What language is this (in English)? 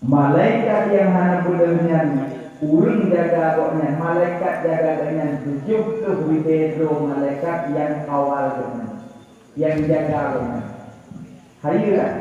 Achinese